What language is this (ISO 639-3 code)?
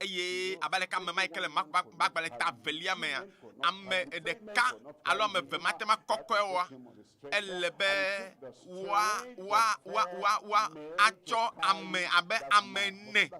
ewe